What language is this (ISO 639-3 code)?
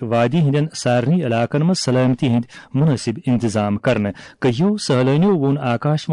kas